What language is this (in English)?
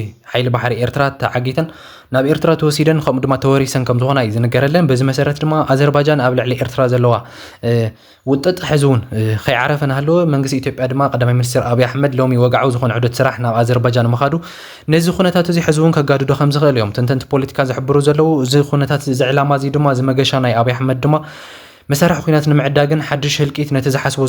Tigrinya